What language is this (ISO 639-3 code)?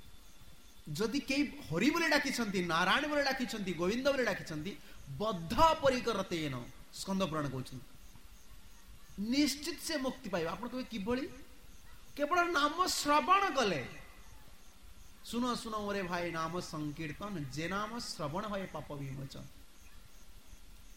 ori